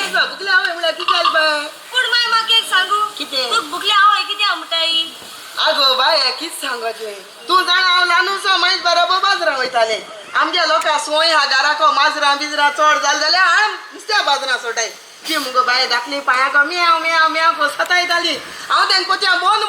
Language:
Konkani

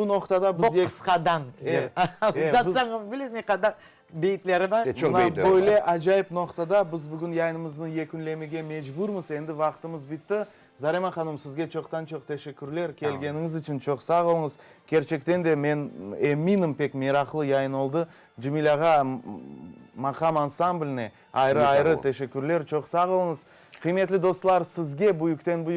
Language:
Crimean Tatar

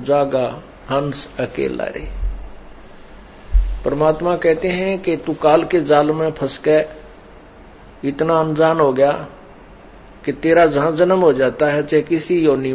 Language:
Hindi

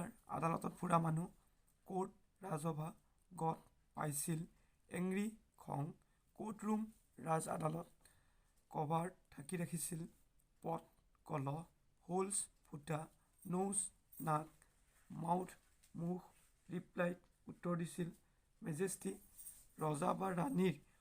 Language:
Assamese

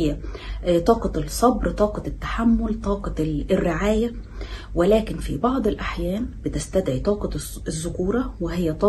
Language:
Egyptian Arabic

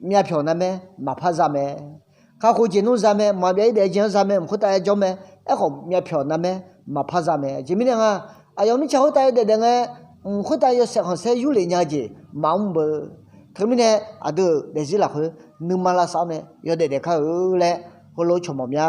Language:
Akha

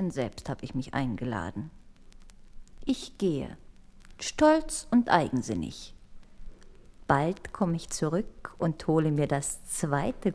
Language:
German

